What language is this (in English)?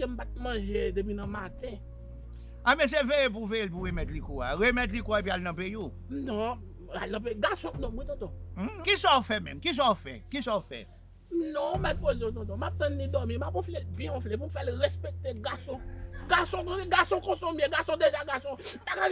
Haitian Creole